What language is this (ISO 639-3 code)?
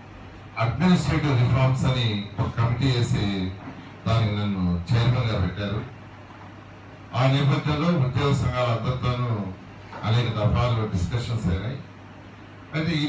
tel